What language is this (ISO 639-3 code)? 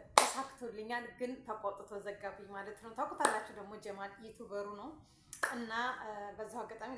amh